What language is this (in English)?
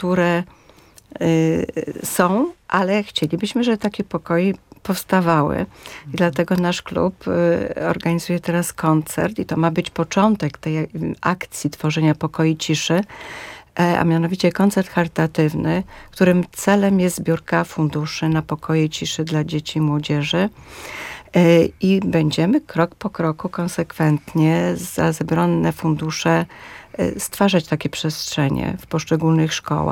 Polish